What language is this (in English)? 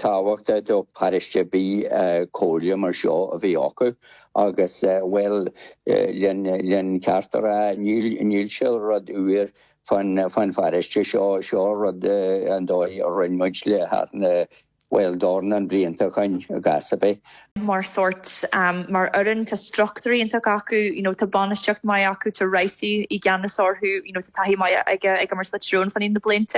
Irish